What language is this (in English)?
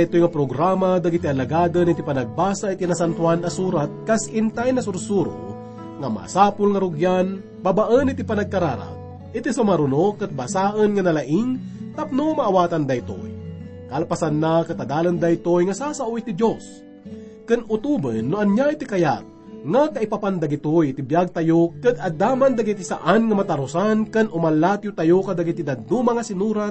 Iloko